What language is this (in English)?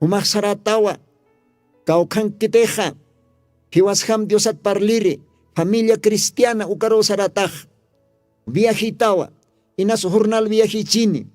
Aymara